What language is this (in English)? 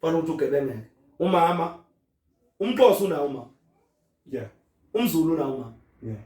Zulu